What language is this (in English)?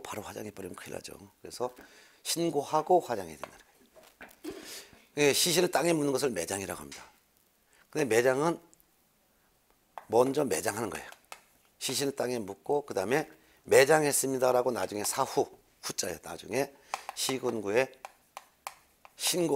Korean